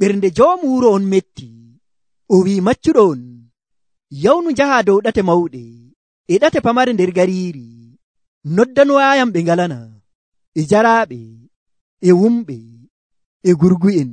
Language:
Nigerian Fulfulde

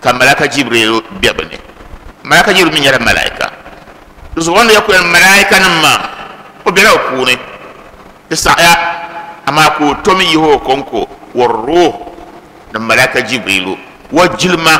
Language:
Dagbani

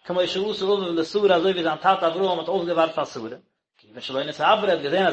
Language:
Yiddish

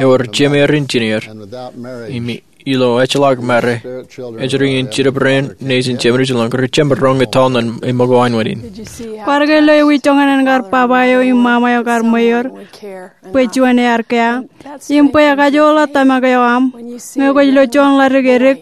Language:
Marshallese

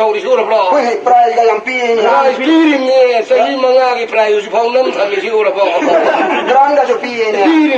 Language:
Manipuri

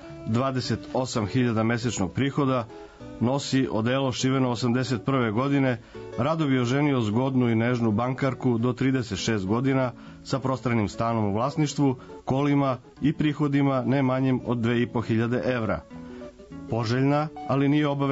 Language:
Serbian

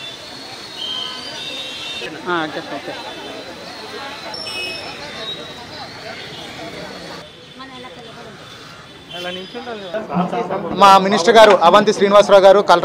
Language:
Telugu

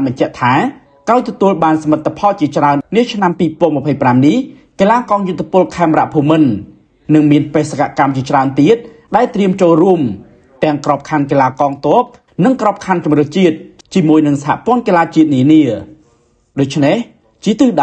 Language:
Khmer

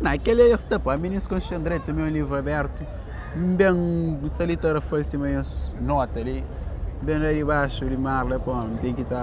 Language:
Kabuverdianu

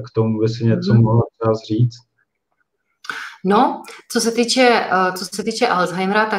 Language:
Czech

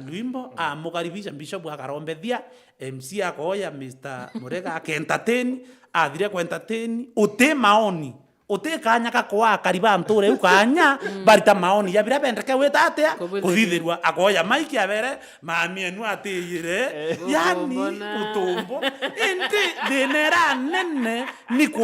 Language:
Meru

